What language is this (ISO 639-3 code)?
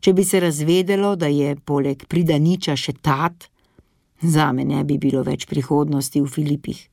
slv